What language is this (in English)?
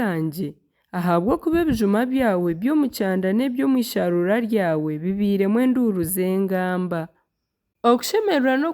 Nyankole